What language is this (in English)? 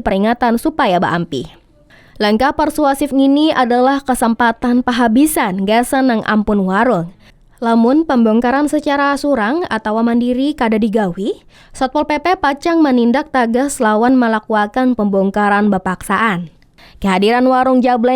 Banjar